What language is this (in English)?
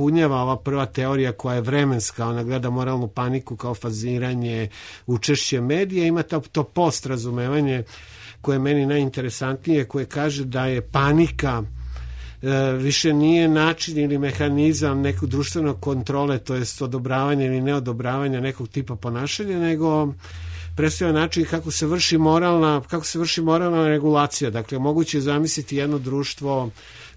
Serbian